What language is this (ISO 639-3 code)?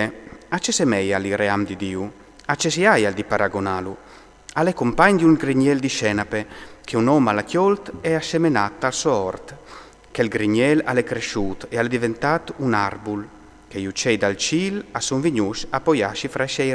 fur